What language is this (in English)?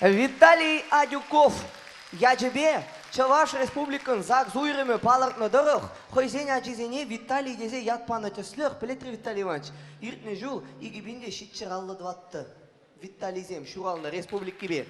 Chuvash